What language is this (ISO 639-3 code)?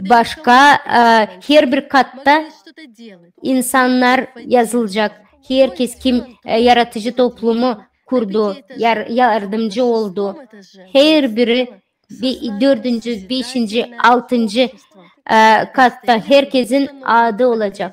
gag